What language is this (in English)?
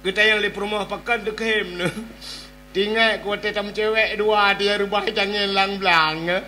Achinese